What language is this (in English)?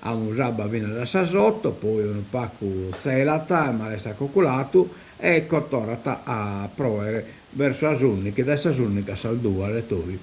Sardinian